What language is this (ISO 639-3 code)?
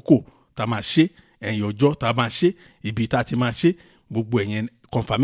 yor